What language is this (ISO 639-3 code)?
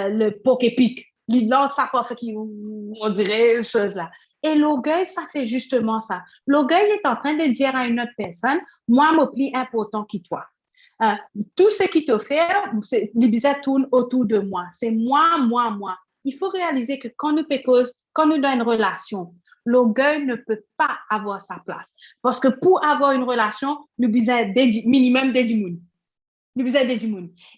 mfe